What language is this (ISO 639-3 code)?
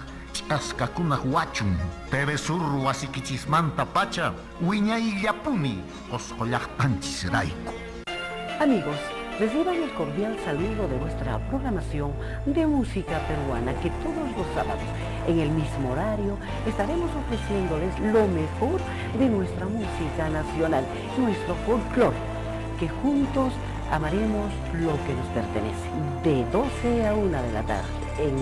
que